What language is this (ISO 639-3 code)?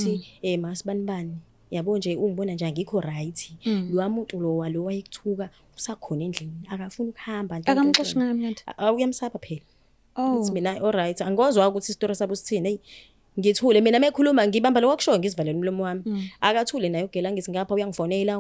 zul